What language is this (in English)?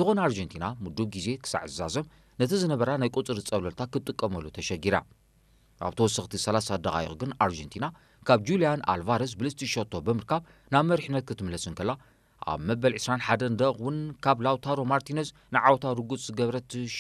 Tigrinya